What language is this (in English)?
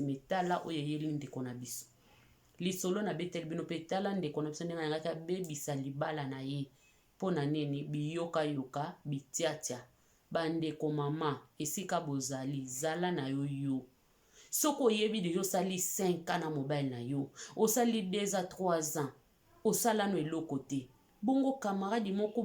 Lingala